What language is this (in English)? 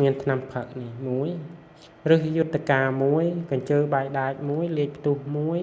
Khmer